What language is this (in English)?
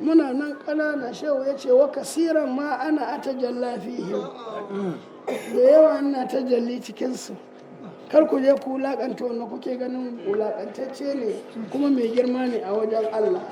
Hausa